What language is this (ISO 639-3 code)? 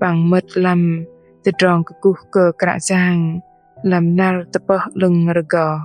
bdq